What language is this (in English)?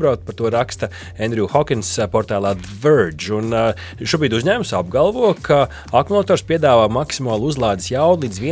Latvian